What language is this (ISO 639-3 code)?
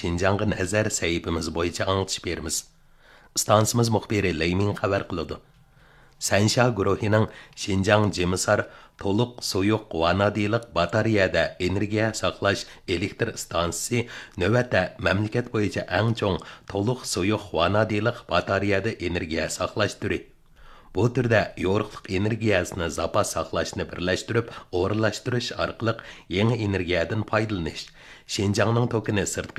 uig